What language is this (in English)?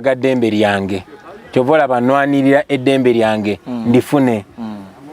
Ganda